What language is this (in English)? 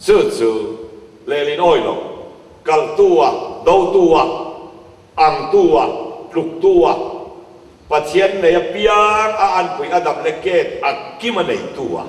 Mizo